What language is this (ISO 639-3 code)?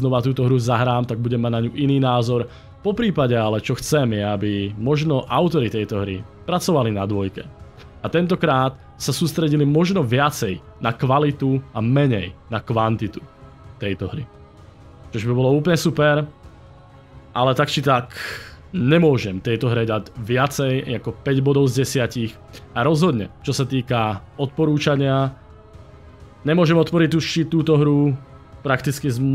slk